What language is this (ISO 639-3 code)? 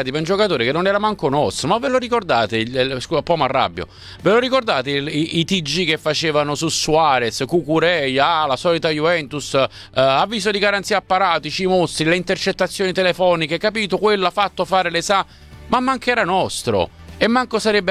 ita